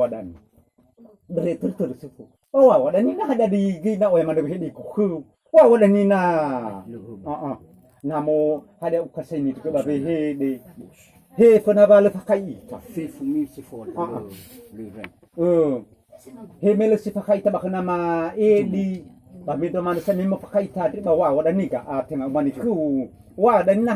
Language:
Nias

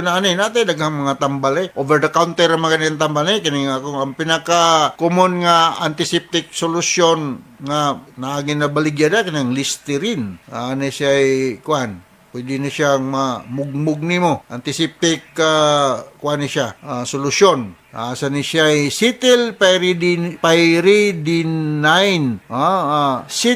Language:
Cebuano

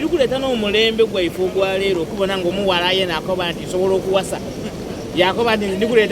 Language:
Soga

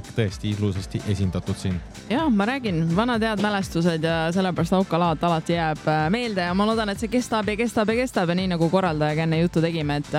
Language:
Estonian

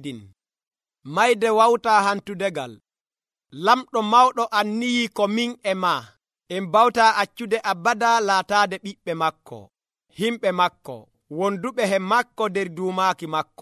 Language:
Nigerian Fulfulde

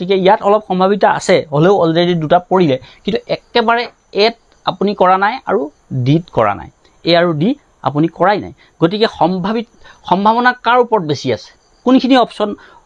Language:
Assamese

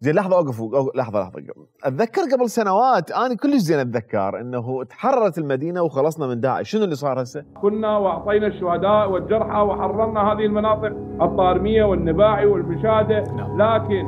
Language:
Mesopotamian Arabic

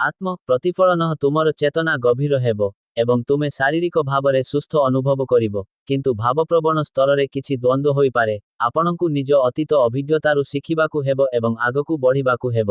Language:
Odia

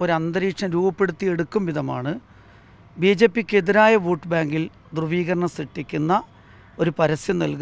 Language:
Malayalam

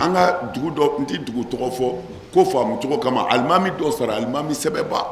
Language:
Bambara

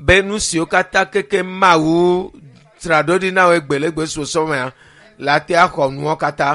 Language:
Ewe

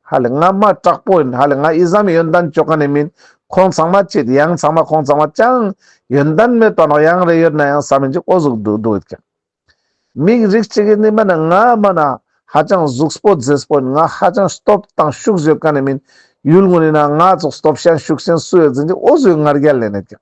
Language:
Ladakhi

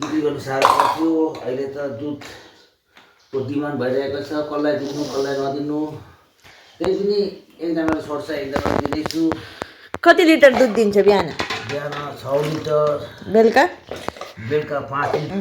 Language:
Nepali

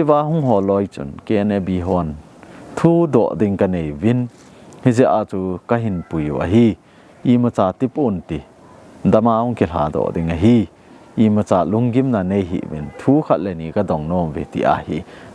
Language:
Thado Chin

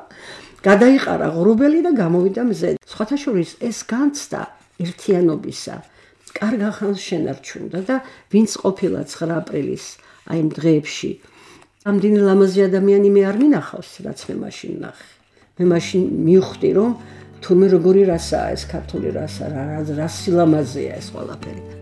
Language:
Georgian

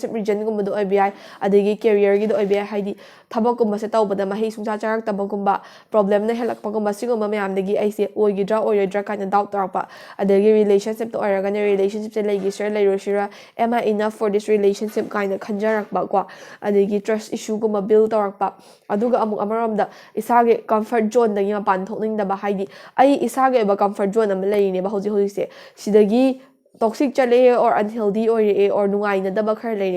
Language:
Manipuri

